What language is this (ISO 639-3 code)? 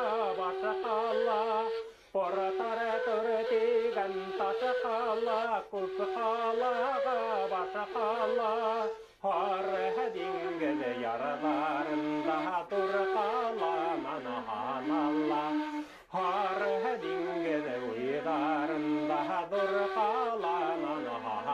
bak